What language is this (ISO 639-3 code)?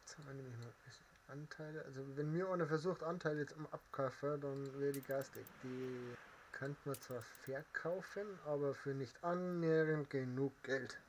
bar